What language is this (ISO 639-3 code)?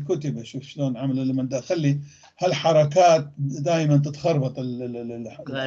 apc